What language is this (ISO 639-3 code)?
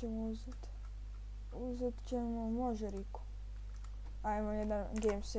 hrv